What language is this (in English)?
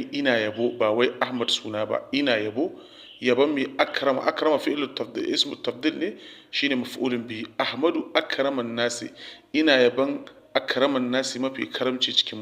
Hausa